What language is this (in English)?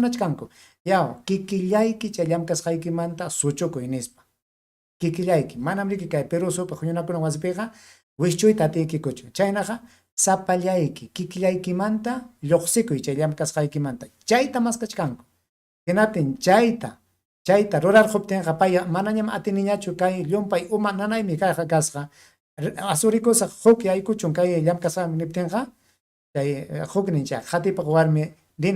Ayacucho Quechua